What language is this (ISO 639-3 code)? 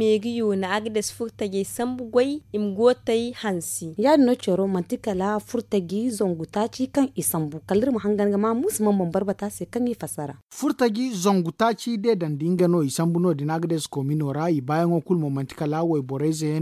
dje